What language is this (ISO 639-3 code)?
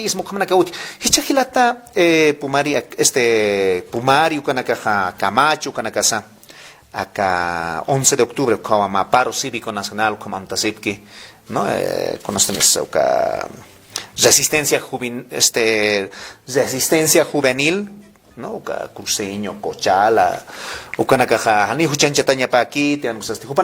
aym